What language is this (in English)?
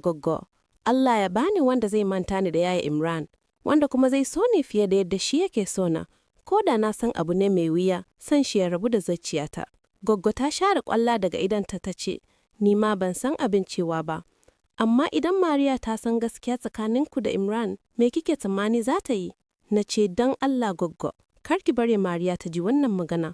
Hausa